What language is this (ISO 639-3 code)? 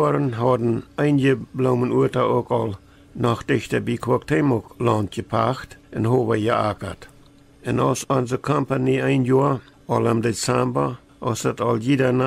pdt